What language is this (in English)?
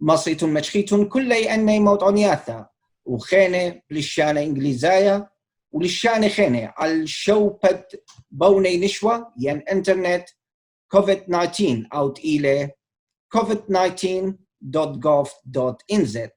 Assyrian Neo-Aramaic